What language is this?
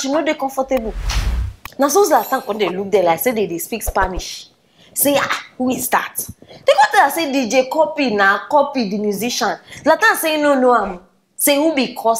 Nigerian Pidgin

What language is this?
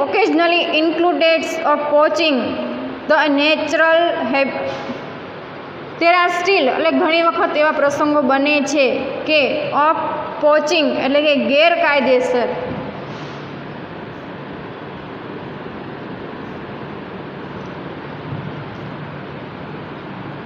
Gujarati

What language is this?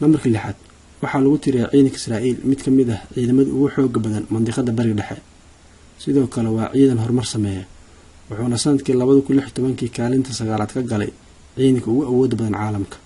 Somali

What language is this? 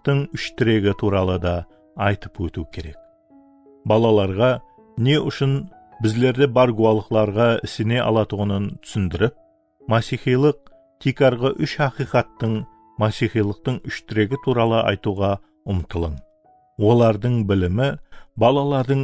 Kara-Kalpak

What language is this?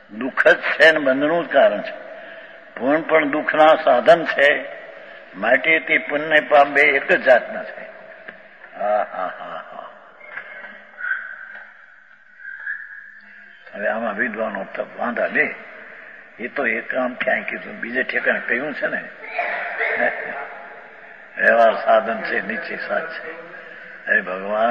Gujarati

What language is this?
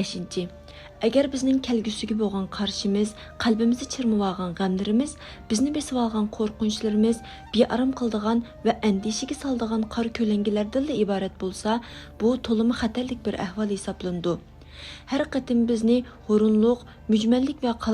Uyghur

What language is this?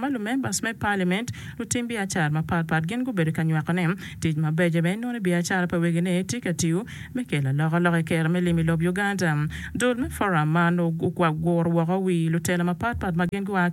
Acoli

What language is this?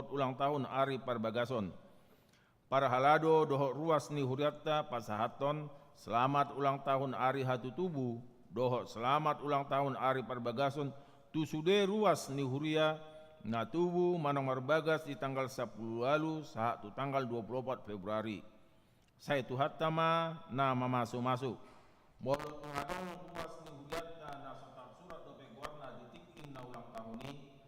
Batak Toba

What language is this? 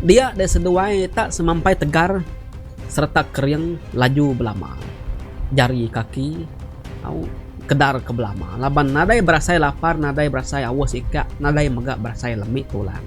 Iban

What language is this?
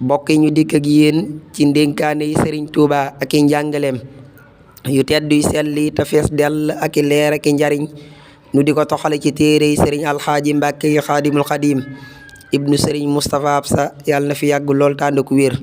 Wolof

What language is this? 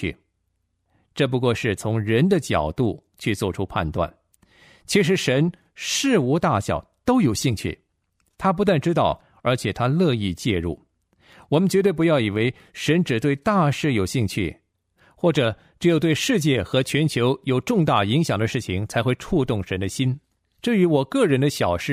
Chinese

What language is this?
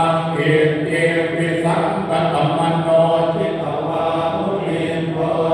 Pali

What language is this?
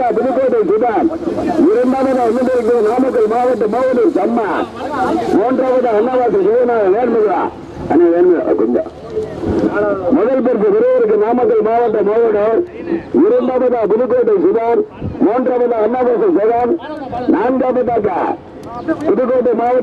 Tamil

